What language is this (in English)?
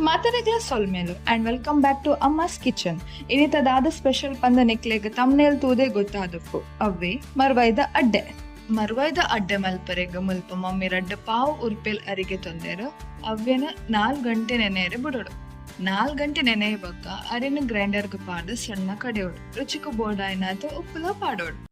Tulu